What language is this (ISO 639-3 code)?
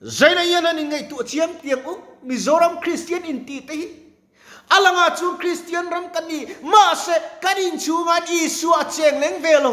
lus